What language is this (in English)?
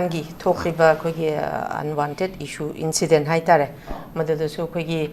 Manipuri